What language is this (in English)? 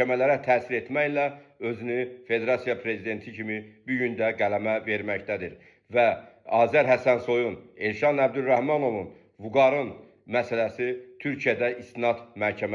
Azerbaijani